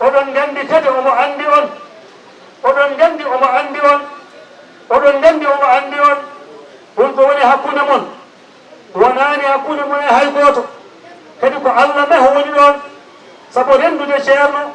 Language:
Fula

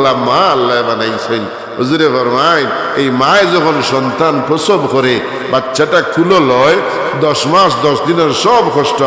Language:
Sylheti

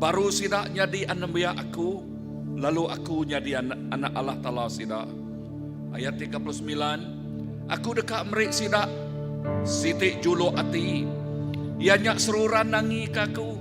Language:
Iban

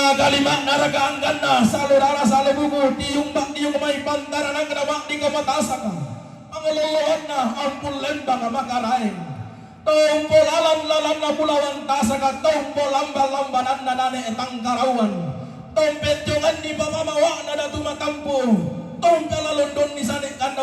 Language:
Toraja-Sa'dan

